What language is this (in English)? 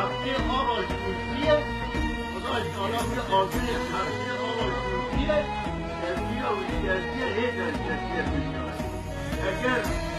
Kurdish